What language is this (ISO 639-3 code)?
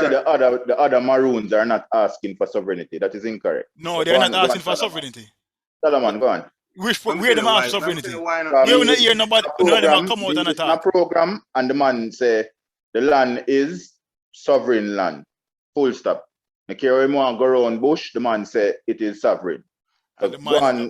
jam